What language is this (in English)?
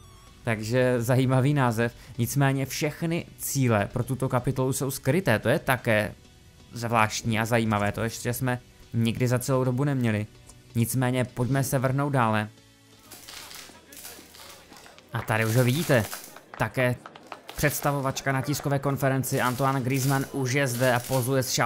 Czech